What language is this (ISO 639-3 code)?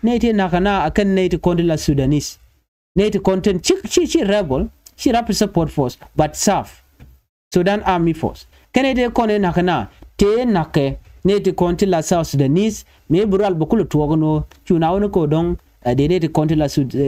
nus